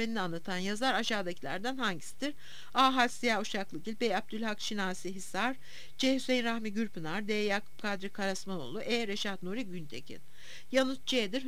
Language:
Turkish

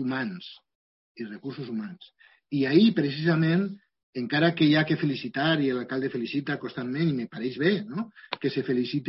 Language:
Catalan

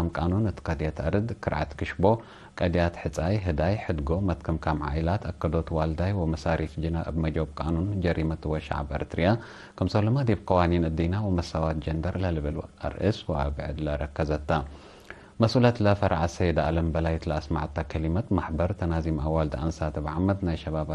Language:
Tigre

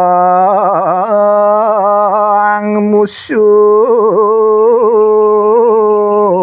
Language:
Balinese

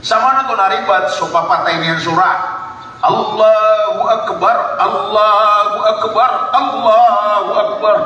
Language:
Maranao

